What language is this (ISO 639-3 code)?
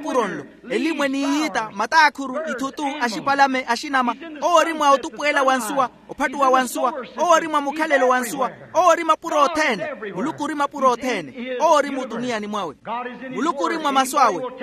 vmw